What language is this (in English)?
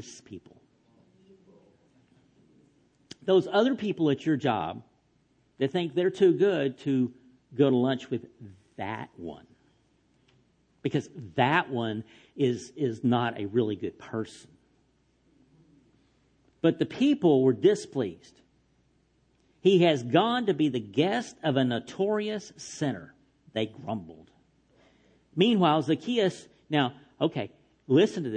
English